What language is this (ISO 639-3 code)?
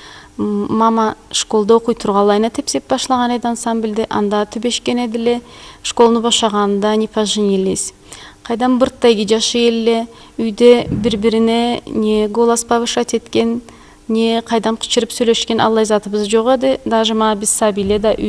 krc